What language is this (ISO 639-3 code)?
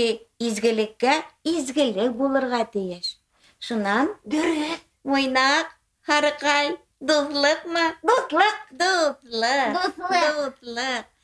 bak